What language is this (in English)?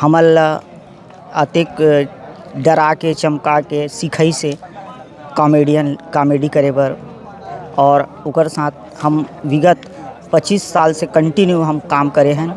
Chhattisgarhi